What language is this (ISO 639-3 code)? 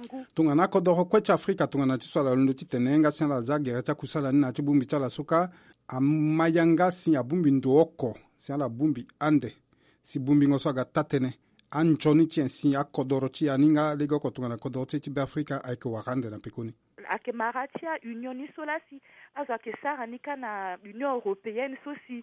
sag